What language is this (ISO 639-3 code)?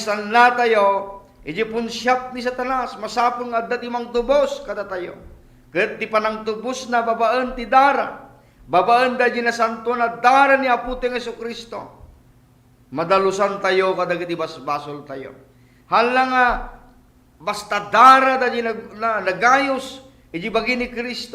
ilo